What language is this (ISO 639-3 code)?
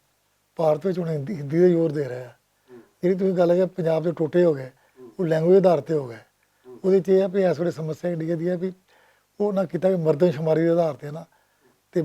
lah